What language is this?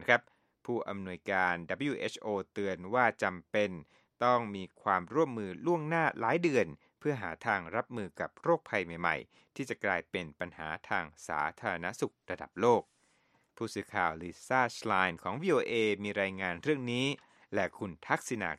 Thai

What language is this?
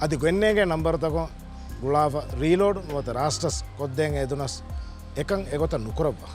Divehi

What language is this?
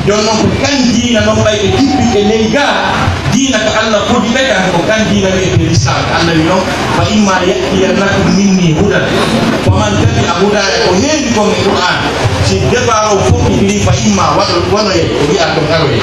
Pular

